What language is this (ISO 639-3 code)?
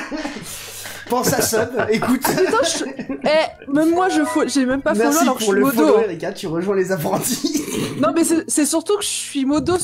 fra